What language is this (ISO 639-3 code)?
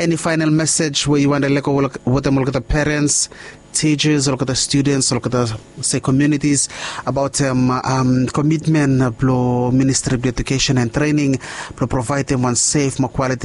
bis